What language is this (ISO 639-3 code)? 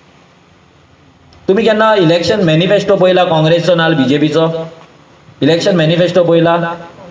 kok